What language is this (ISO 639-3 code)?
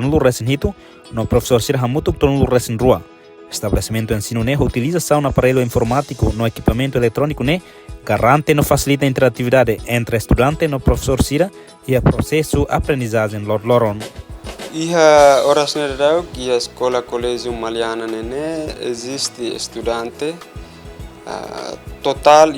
tet